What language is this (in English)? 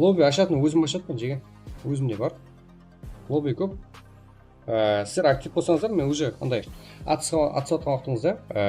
Kara-Kalpak